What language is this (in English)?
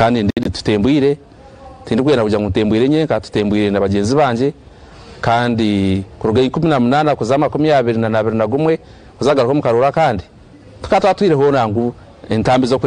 Nyankole